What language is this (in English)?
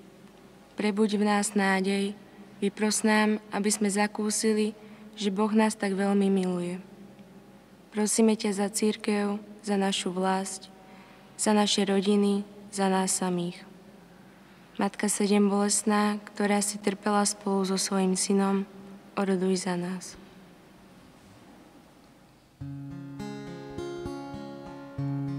Slovak